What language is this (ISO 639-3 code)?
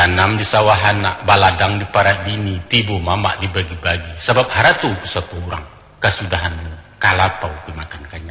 min